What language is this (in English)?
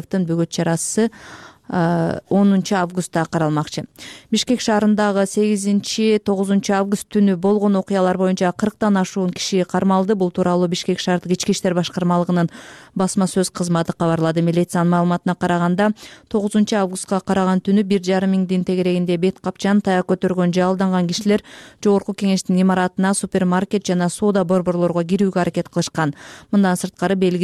Kyrgyz